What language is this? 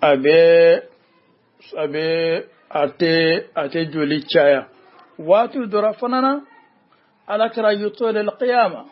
Bambara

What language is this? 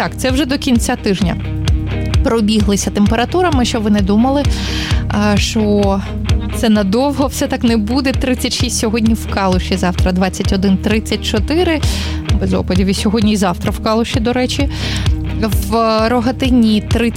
Ukrainian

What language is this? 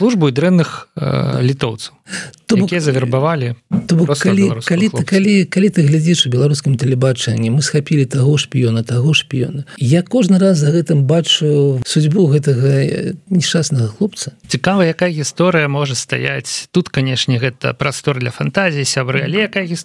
Belarusian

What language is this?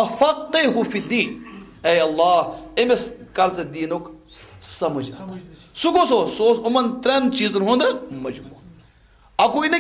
Kashmiri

